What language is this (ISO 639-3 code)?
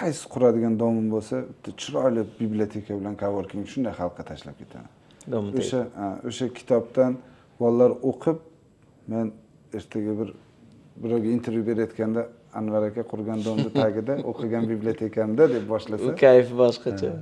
uzb